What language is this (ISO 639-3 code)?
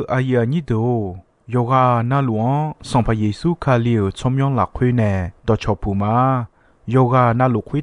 ahk